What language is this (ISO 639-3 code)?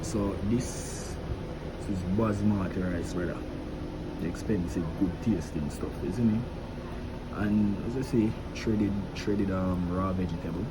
jam